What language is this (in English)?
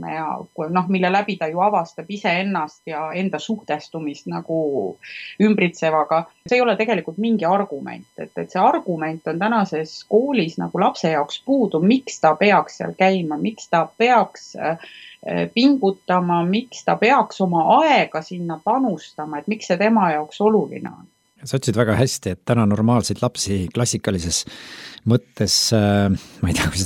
Estonian